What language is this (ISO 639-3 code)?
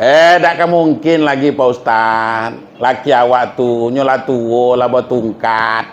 min